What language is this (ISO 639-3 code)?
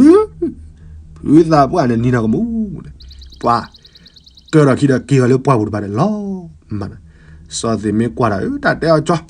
ksw